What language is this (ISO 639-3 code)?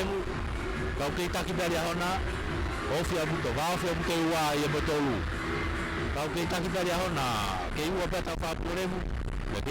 ton